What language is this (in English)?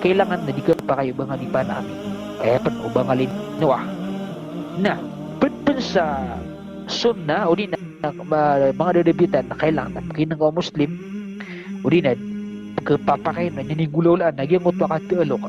Maranao